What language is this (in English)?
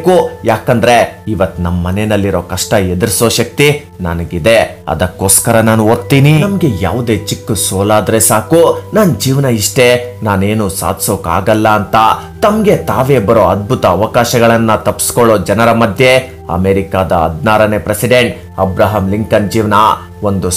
Kannada